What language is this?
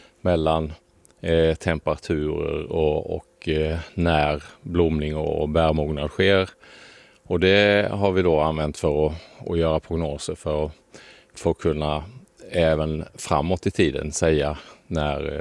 Swedish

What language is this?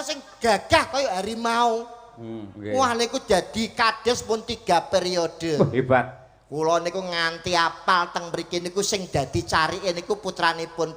Javanese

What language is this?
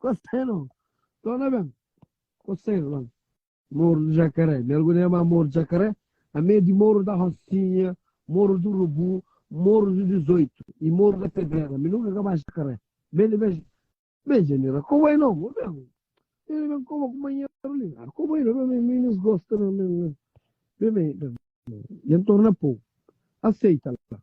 Kabuverdianu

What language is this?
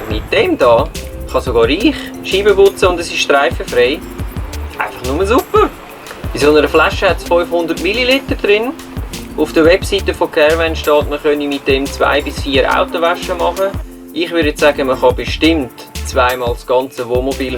Swiss German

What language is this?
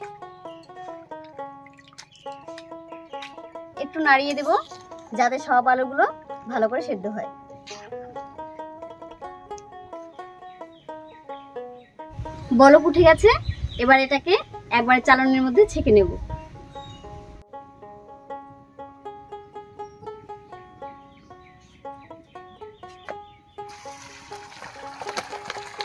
Bangla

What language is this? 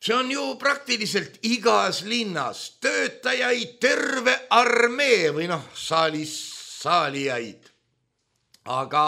Estonian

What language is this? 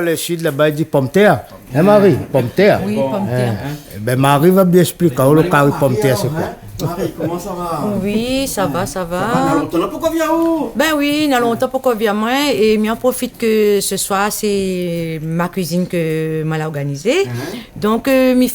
Réunion Creole French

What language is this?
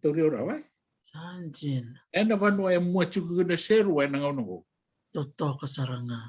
Fijian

